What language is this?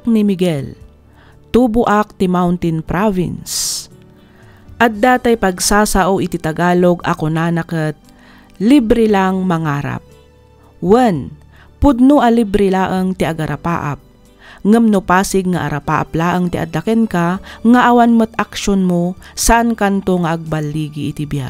Iloko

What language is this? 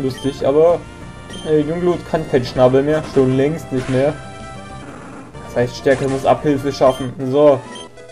German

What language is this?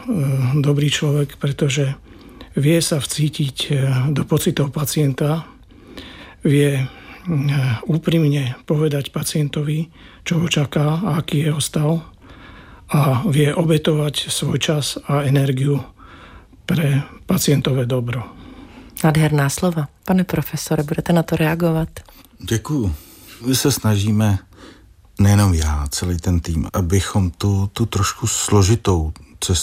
Czech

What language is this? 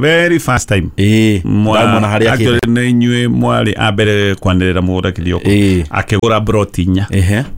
Kikuyu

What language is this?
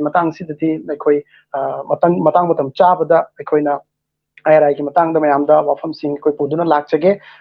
Manipuri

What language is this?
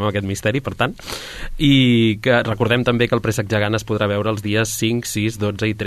Catalan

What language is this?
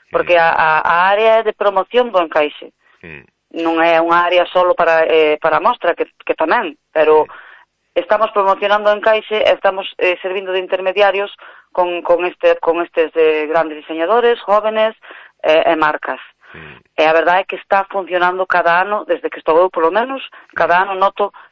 Galician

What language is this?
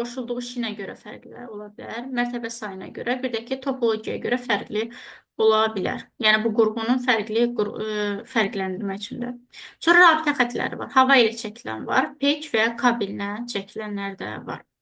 Azerbaijani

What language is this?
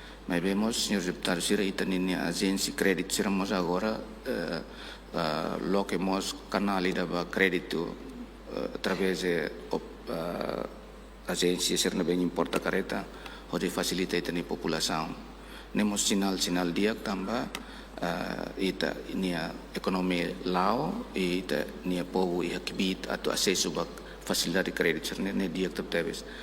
Tetum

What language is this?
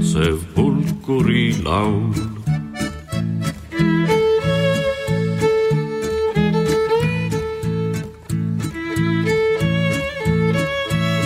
Estonian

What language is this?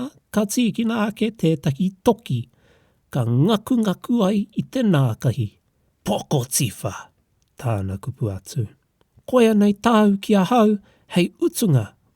Māori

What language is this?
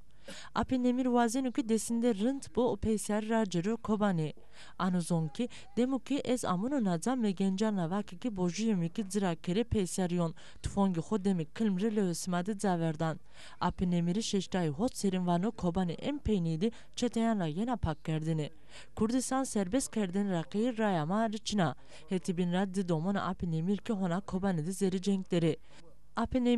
Zaza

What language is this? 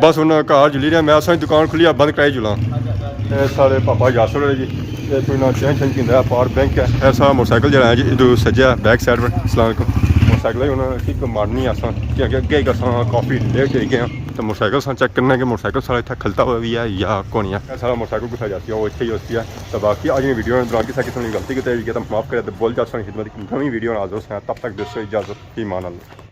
Pahari-Potwari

